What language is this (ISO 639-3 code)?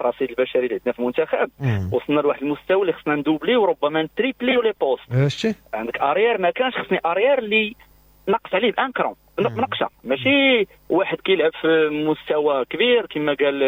ary